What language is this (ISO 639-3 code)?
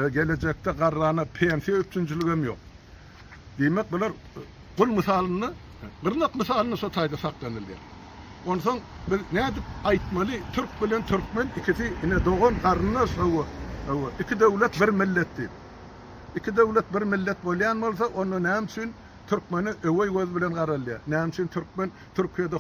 tuk